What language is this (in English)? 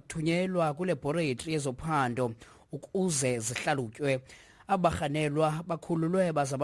Xhosa